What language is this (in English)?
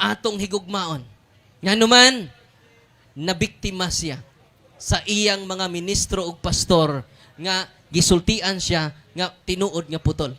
Cebuano